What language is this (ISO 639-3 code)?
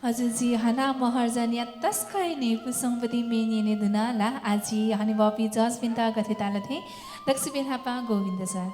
new